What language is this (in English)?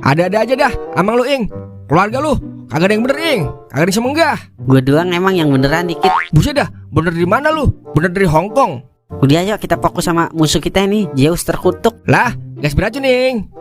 Betawi